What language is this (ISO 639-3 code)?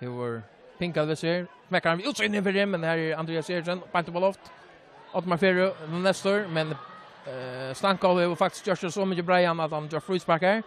fao